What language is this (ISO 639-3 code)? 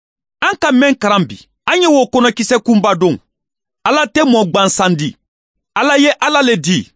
man